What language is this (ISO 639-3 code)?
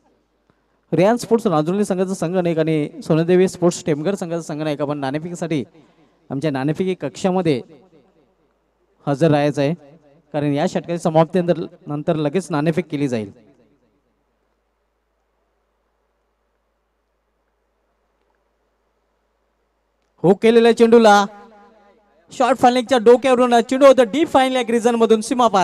mar